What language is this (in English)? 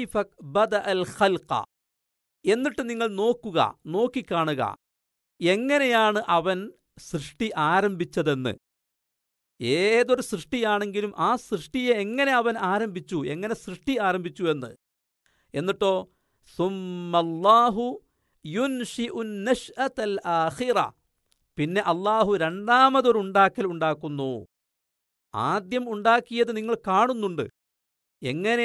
Malayalam